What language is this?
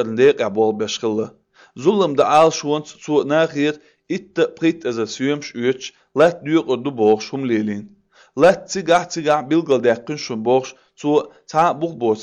Azerbaijani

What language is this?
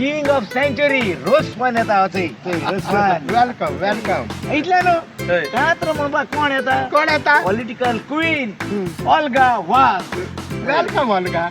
Konkani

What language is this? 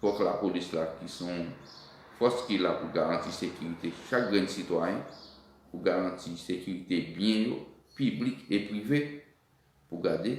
Haitian Creole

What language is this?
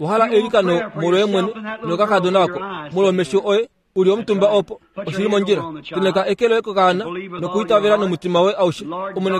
Kuanyama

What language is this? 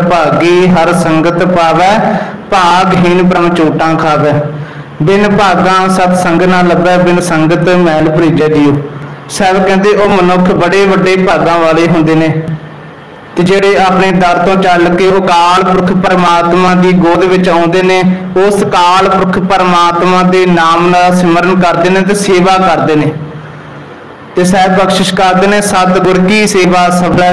Punjabi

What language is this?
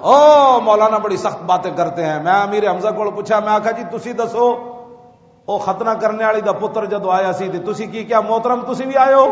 Western Panjabi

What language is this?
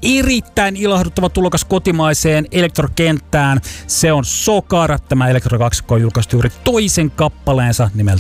Finnish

